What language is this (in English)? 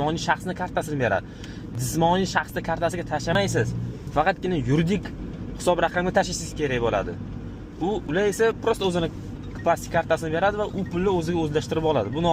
Uzbek